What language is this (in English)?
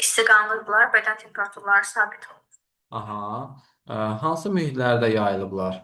Azerbaijani